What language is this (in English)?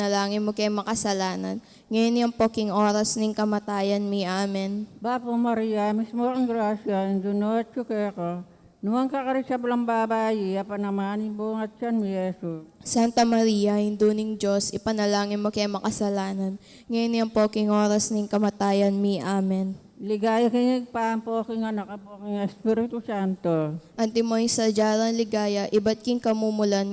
Pampanga